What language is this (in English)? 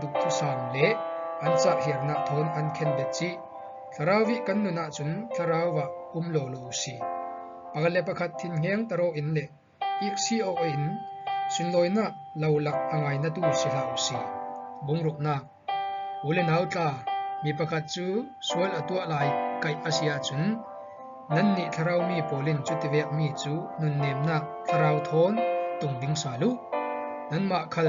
Falam Chin